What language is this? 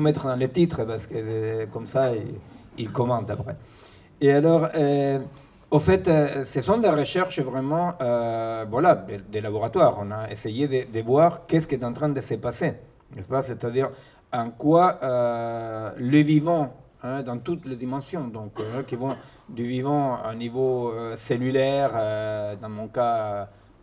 French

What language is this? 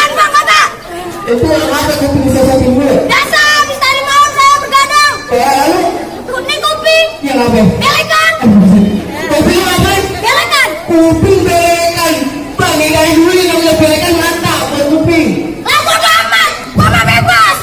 Betawi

